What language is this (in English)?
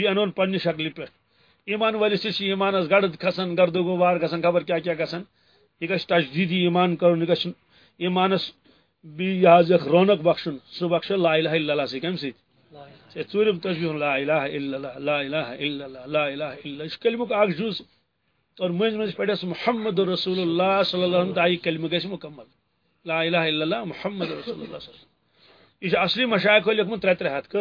Kashmiri